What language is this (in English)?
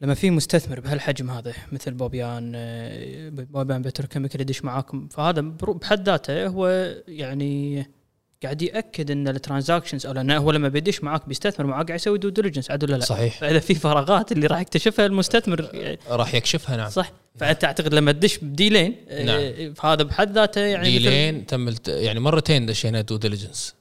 Gulf Arabic